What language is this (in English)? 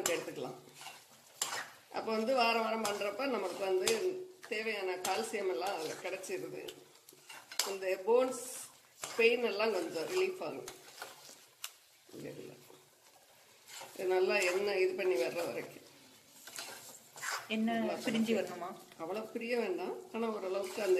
Tamil